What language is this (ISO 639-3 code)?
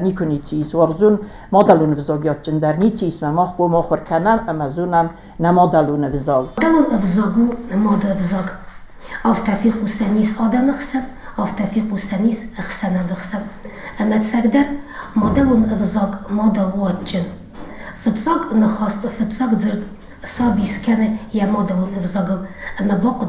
oss